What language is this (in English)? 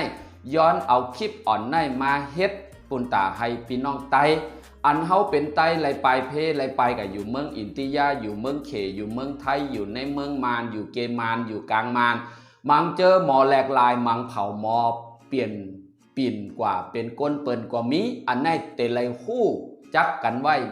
Shan